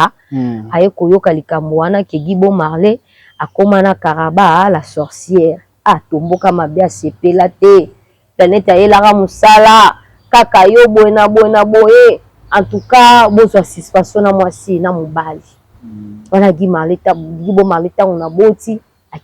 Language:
Lingala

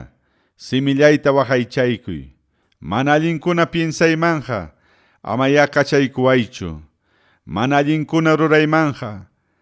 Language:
Ayacucho Quechua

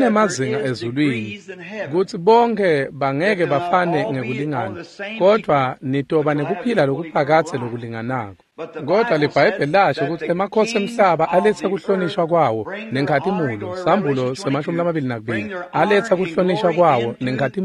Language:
Swati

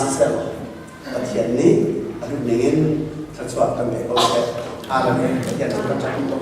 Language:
Hakha Chin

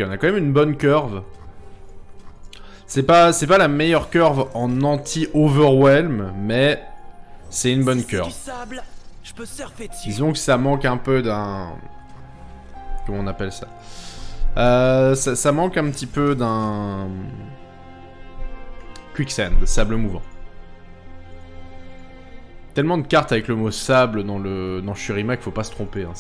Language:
French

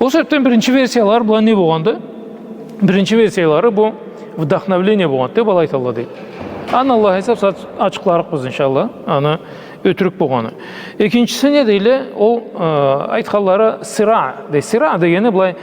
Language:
Karachay-Balkar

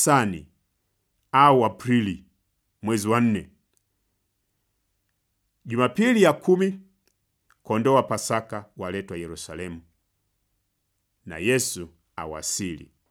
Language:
Swahili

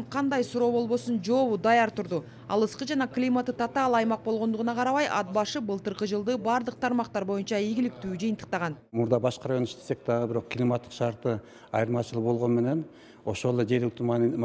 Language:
Kyrgyz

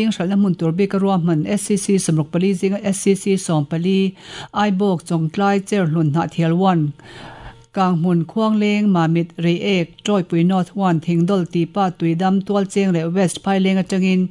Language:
Mizo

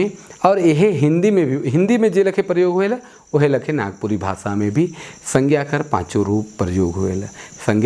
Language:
Sadri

